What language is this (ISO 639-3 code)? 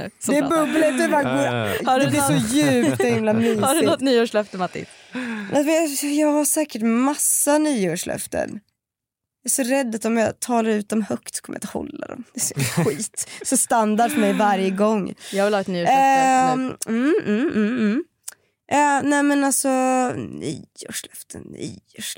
swe